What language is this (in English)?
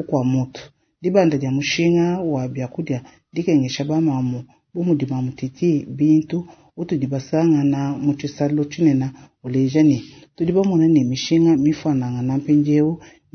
Luba-Lulua